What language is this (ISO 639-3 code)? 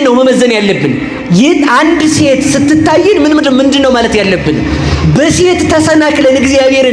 amh